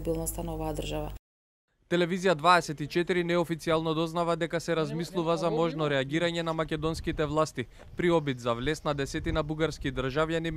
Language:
Macedonian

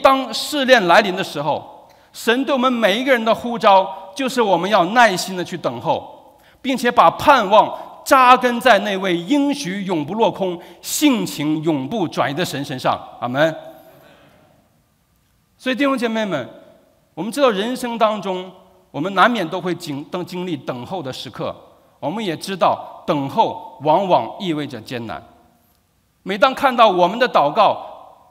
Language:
Chinese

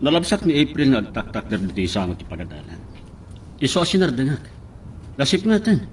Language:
Iloko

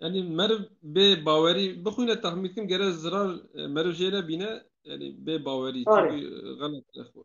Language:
Kurdish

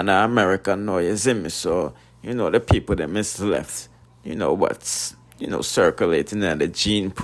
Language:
Jamaican Creole English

